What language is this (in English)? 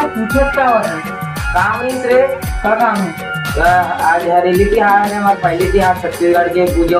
Chhattisgarhi